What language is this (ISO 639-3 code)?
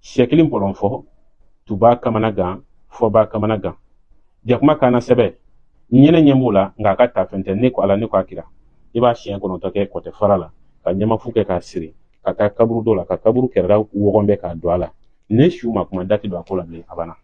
bam